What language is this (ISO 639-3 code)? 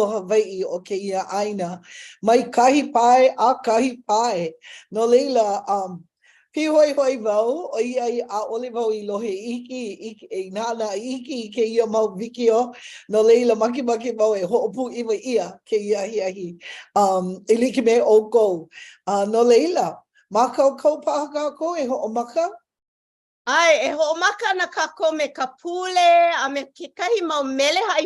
haw